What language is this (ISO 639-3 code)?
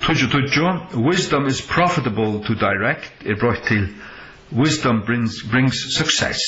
fao